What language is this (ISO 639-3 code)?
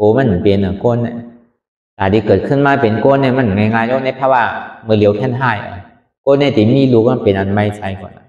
shn